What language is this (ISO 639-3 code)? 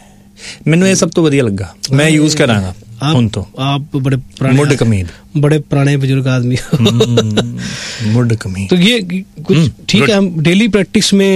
pan